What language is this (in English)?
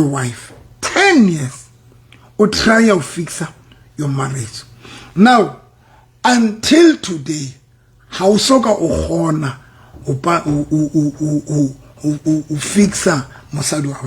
Southern Sotho